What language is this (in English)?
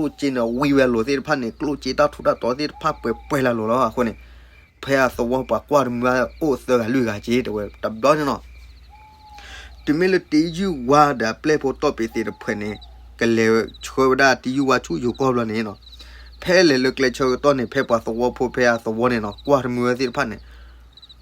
S'gaw Karen